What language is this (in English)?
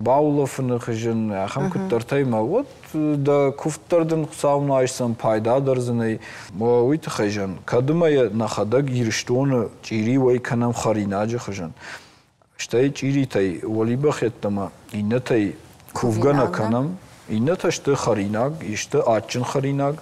Ossetic